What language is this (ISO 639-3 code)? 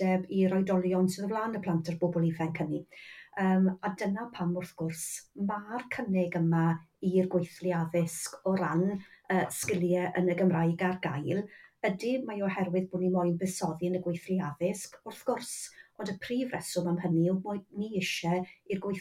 cym